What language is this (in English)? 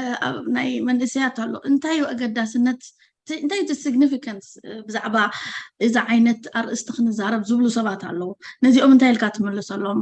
Tigrinya